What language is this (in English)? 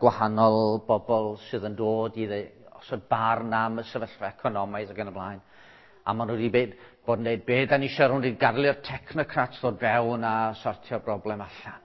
Welsh